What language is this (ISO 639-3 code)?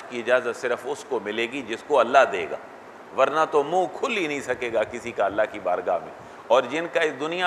urd